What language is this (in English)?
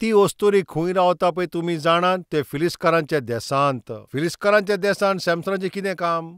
Konkani